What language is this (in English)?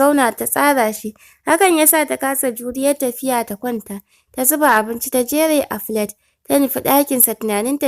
Hausa